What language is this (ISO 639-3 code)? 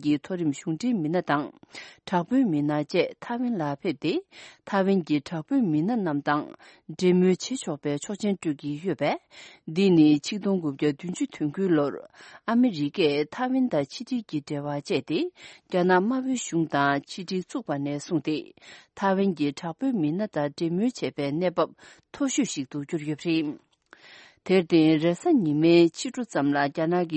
bod